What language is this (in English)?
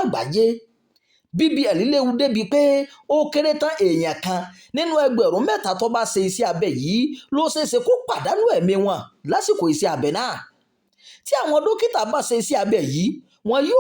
Yoruba